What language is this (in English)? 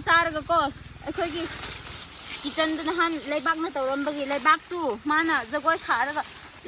Manipuri